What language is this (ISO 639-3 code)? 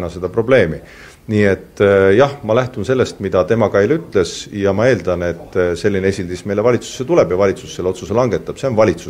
est